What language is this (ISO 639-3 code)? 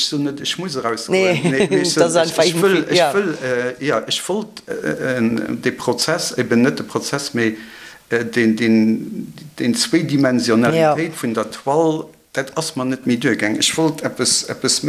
ltz